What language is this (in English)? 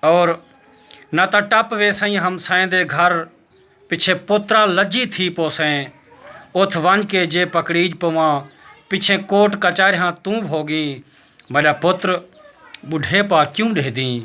Saraiki